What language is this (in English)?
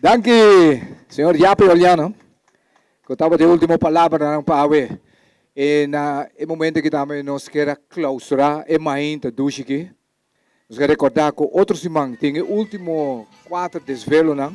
Papiamento